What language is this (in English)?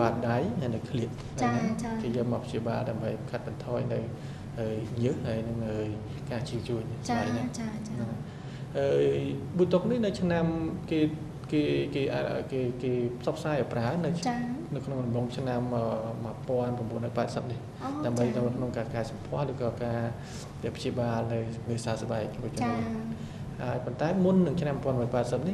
Khmer